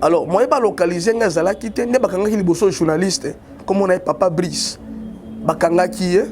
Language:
Lingala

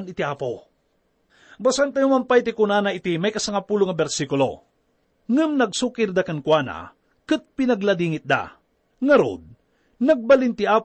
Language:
Iloko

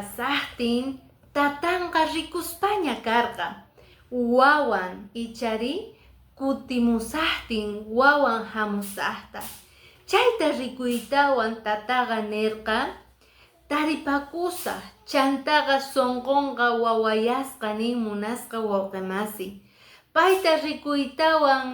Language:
Quechua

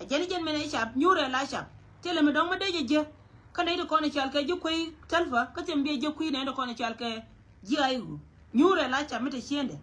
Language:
Nuer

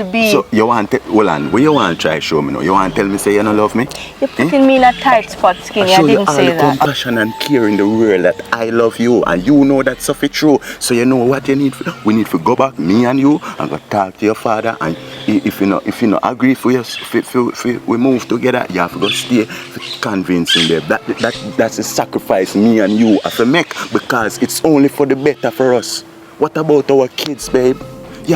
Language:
Jamaican Creole English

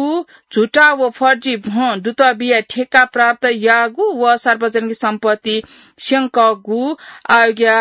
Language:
Newari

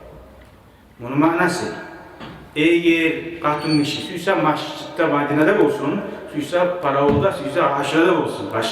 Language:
Kumyk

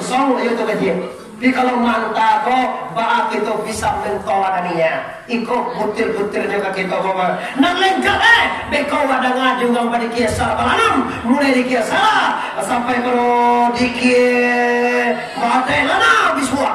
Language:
Minangkabau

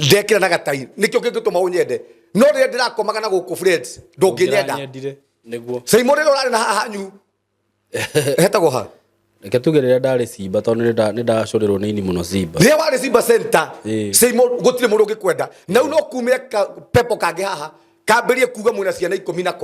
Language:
Kikuyu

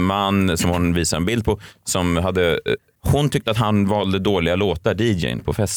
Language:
Swedish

